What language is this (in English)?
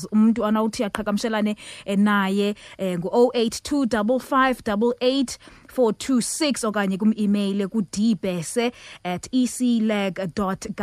Xhosa